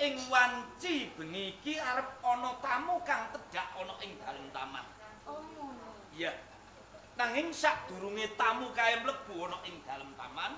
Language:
Javanese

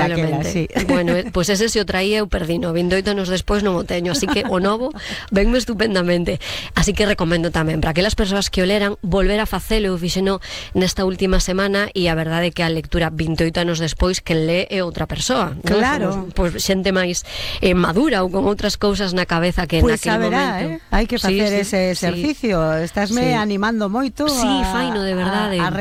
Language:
Galician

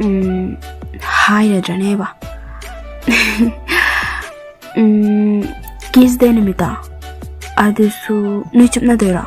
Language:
Manipuri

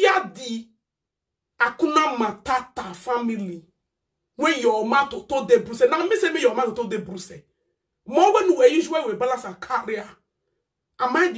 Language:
Nigerian Pidgin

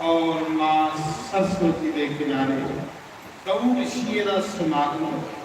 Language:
Dogri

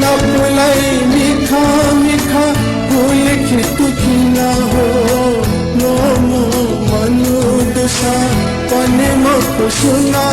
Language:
Newari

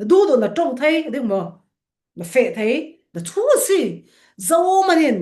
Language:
Falam Chin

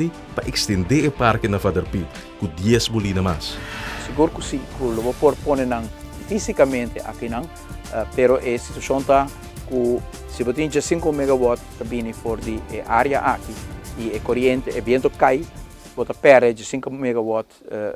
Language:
Papiamento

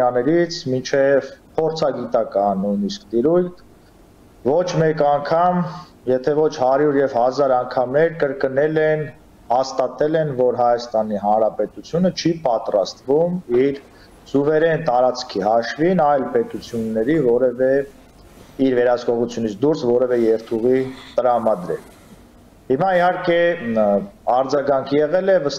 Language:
Armenian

